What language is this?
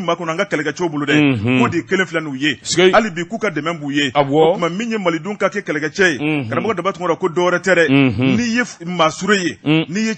Bambara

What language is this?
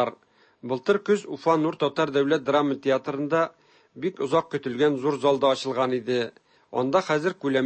Tatar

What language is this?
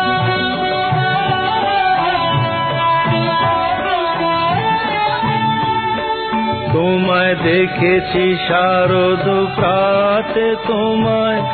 Bangla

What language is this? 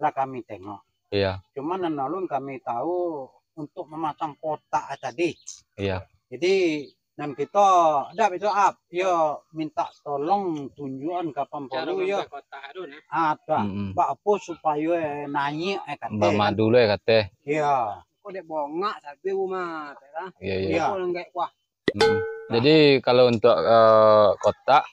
Minangkabau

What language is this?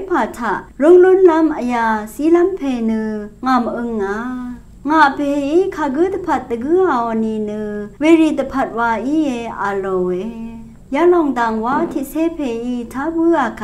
Rawang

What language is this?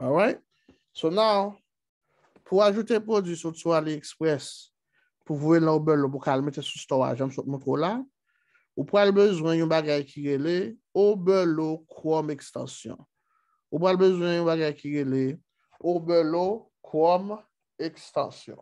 Haitian Creole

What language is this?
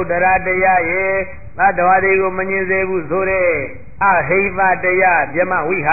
Burmese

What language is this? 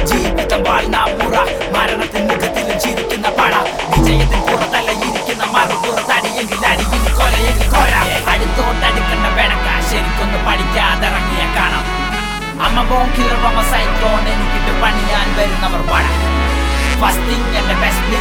Malayalam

